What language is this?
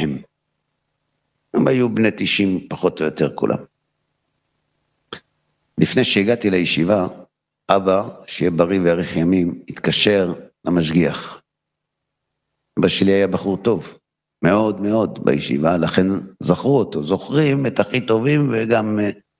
Hebrew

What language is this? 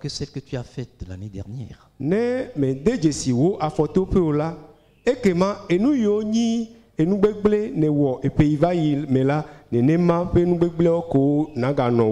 Ewe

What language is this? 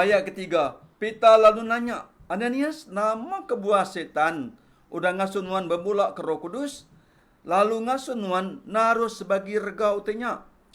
Iban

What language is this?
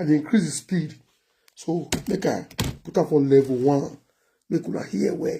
Nigerian Pidgin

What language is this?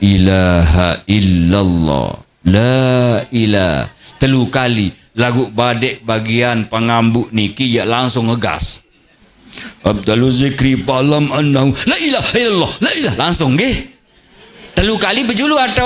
Sasak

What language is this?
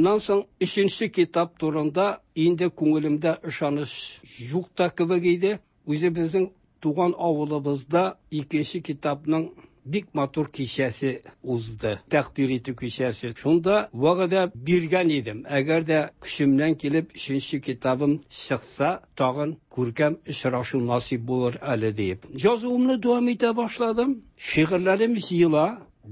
Tatar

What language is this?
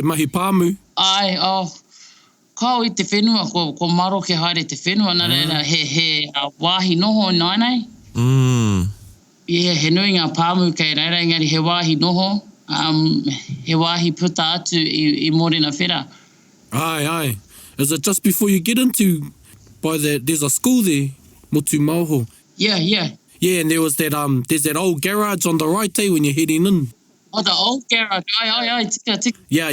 Māori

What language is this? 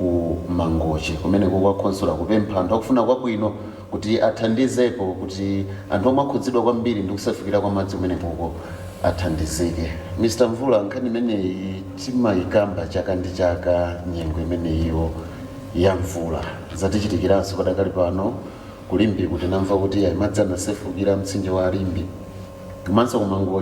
Nyanja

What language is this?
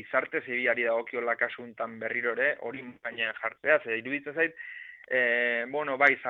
Basque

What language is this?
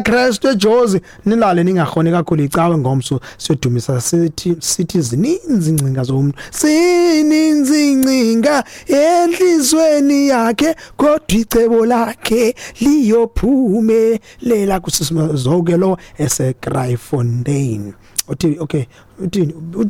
Xhosa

